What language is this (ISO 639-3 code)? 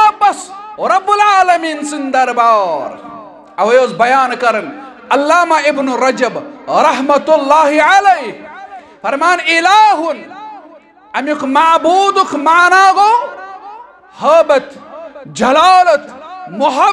kas